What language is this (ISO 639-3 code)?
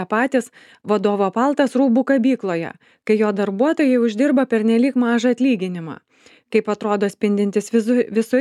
lit